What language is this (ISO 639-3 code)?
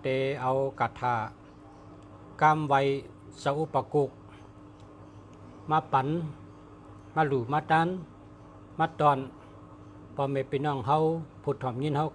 shn